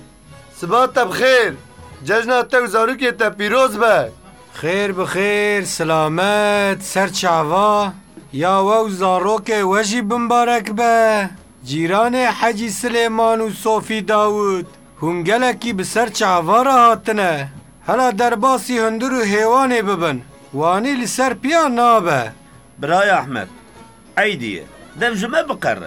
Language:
Kurdish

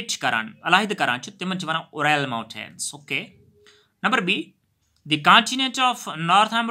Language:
Kashmiri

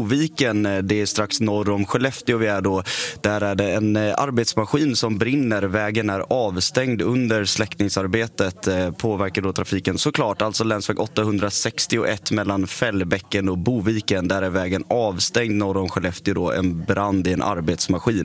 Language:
Swedish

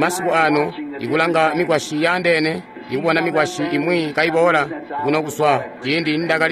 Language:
Tonga (Zambia)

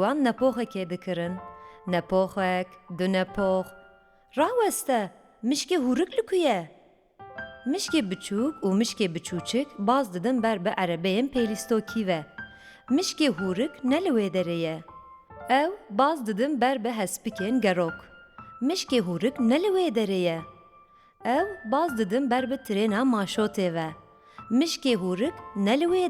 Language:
Kurdish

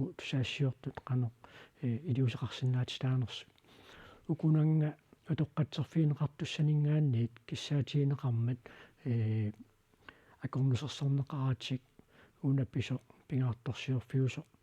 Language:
Kalaallisut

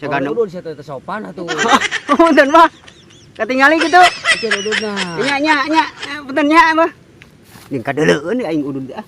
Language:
Sundanese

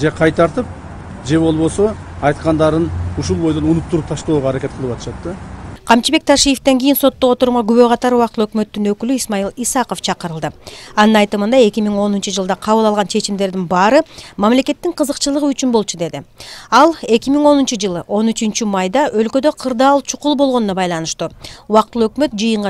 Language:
Kyrgyz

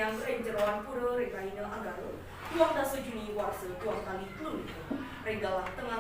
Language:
Balinese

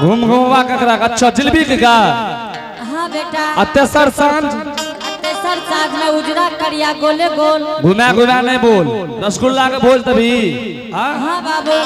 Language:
Angika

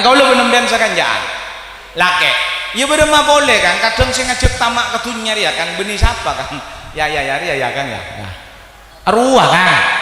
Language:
Madurese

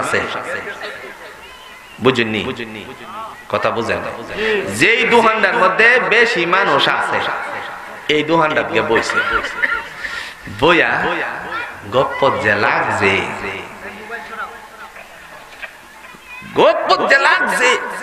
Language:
Bangla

